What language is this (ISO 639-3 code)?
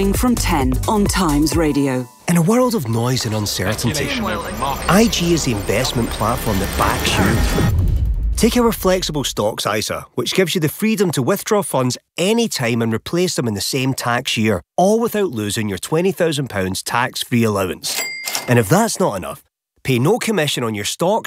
eng